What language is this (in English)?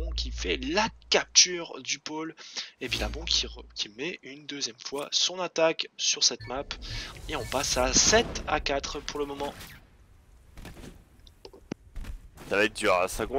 French